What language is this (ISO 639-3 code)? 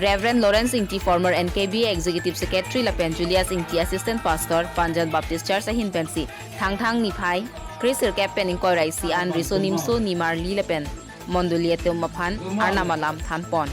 mjw